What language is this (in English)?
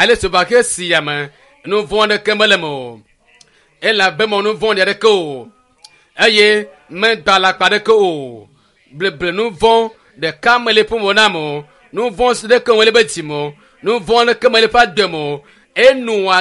Ewe